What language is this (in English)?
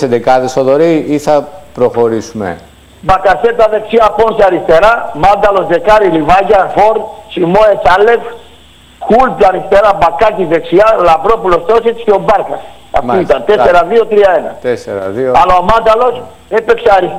Greek